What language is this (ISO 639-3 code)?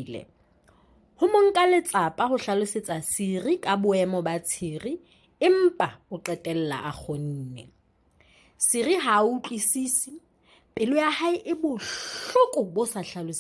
sot